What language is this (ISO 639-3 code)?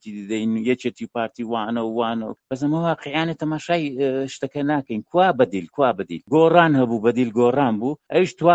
ckb